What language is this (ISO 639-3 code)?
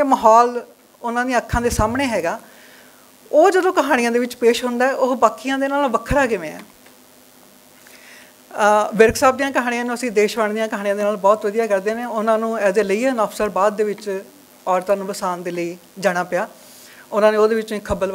pan